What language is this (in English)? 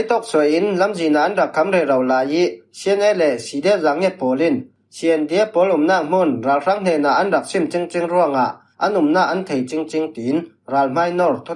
Falam Chin